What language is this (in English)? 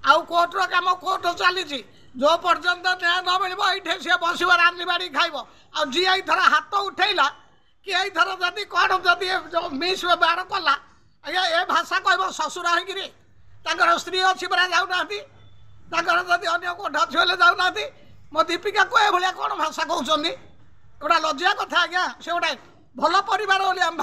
Odia